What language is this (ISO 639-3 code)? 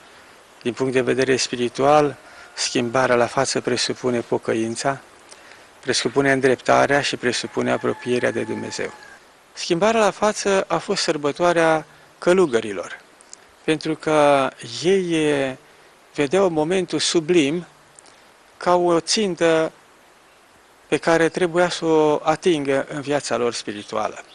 ron